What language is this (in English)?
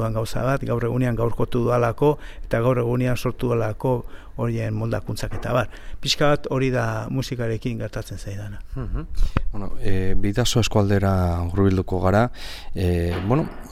Basque